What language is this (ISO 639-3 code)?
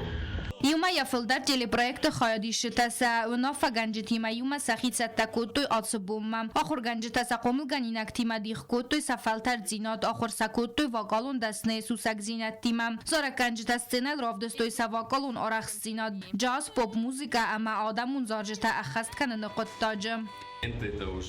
oss